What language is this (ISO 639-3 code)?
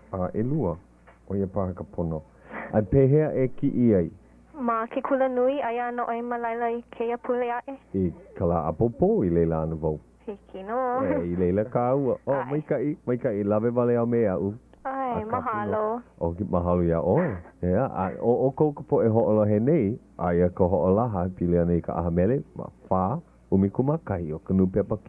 haw